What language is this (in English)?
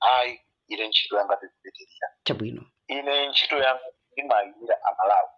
Nyanja